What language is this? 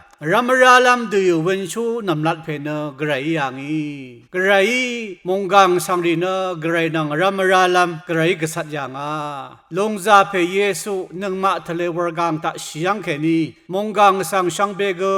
Rawang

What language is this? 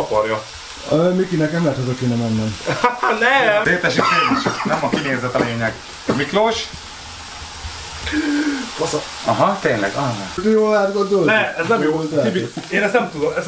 Hungarian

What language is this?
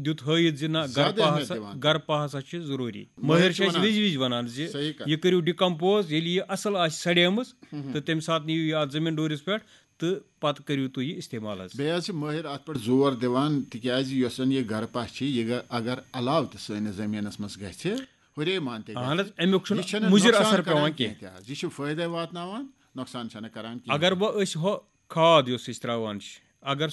Kashmiri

